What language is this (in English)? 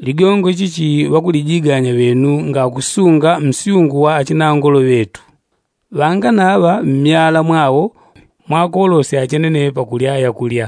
Yao